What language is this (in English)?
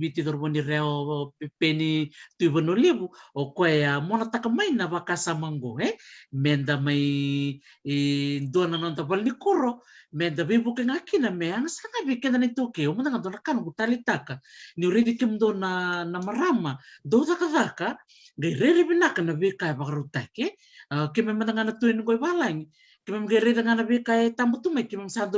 Fijian